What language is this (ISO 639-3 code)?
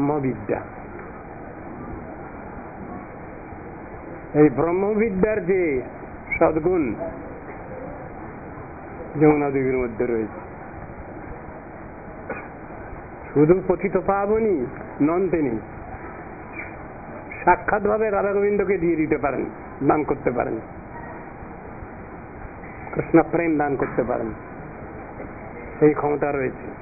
ben